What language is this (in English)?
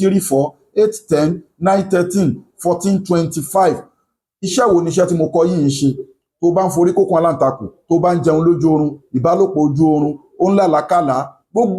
Yoruba